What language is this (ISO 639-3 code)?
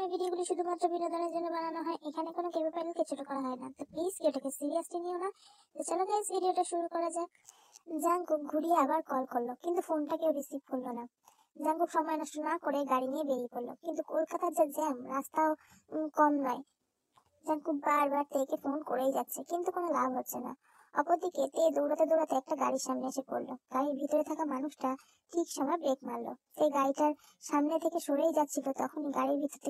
ben